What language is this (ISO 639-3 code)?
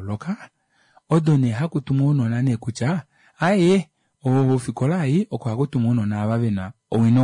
kua